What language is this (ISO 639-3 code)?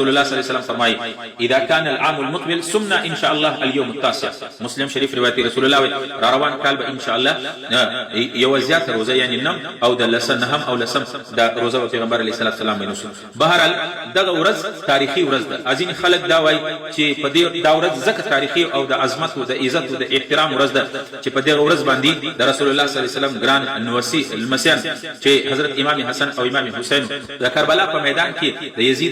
pus